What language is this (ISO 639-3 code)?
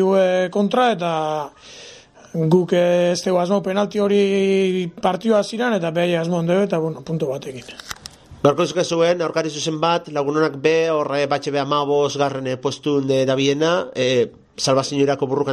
eus